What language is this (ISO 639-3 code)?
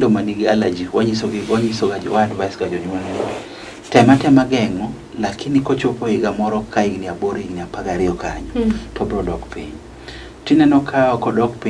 luo